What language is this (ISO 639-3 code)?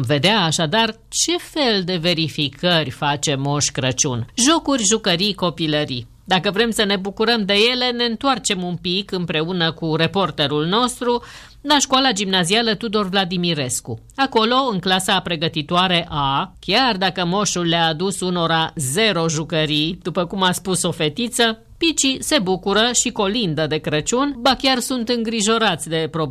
ron